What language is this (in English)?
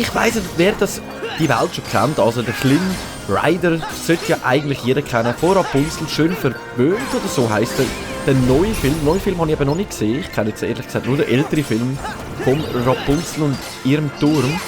Swiss German